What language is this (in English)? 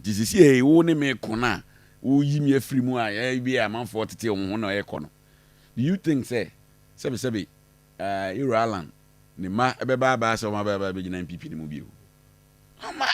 Akan